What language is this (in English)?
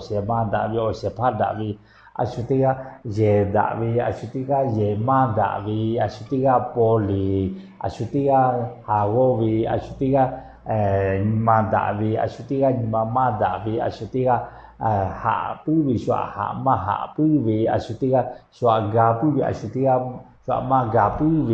Lahu